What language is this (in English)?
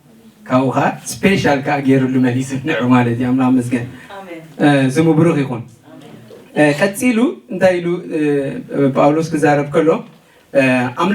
Tigrinya